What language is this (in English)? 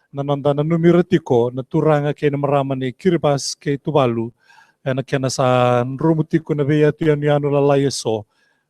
Fijian